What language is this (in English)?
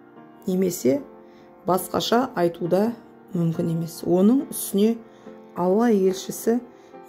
Kazakh